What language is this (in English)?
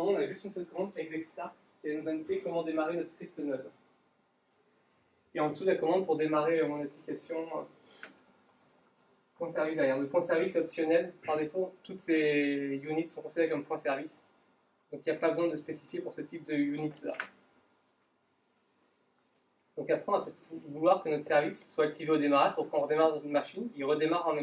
French